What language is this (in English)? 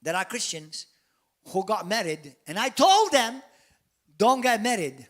English